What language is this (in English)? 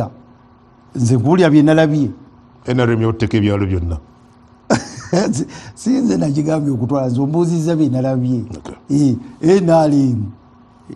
Ganda